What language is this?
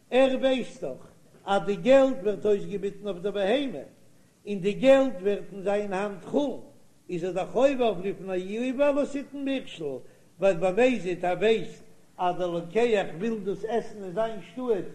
Yiddish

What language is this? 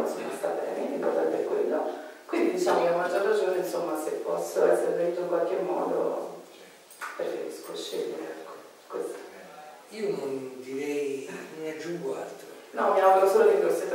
Italian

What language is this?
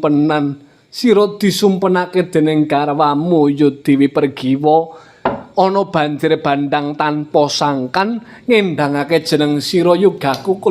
Javanese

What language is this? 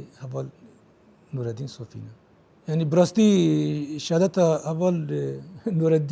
Kurdish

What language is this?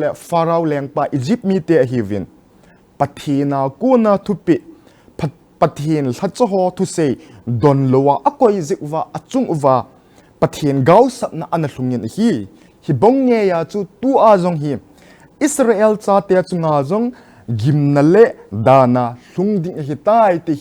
Thado Chin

